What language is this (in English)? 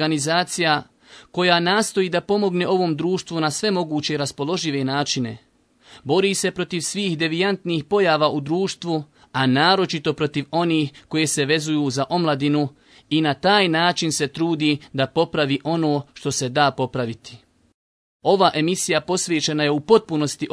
Bosnian